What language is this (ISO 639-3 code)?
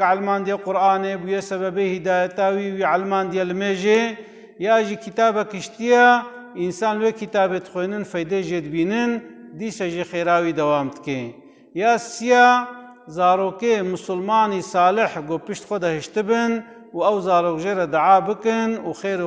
kur